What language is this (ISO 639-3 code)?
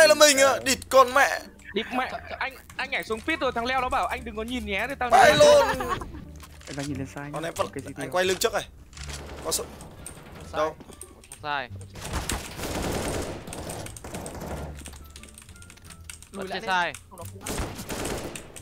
vie